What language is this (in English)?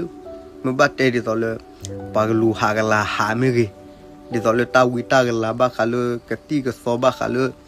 S'gaw Karen